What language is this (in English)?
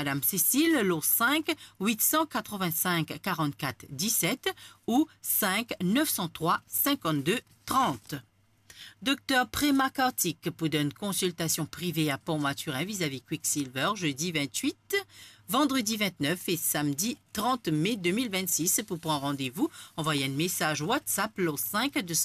Morisyen